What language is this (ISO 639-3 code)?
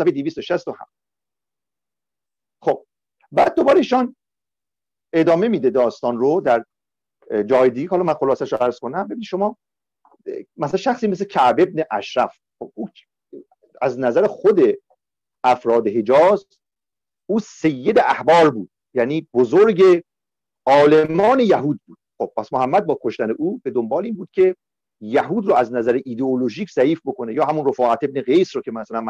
fas